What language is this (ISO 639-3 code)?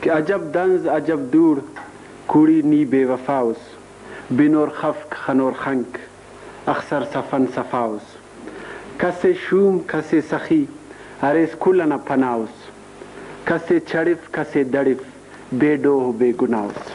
brh